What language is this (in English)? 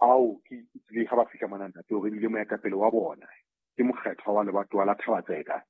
Southern Sotho